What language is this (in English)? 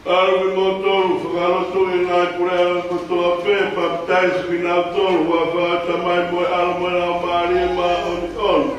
Tongan